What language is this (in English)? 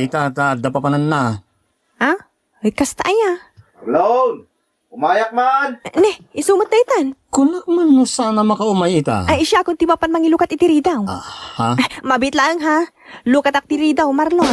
Iloko